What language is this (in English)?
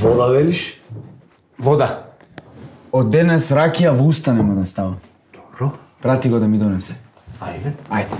Macedonian